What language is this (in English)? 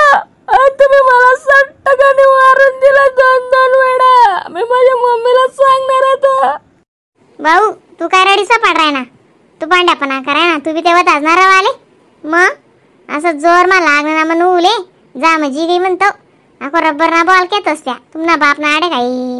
Khandesi